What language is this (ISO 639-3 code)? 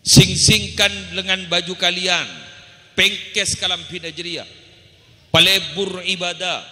mad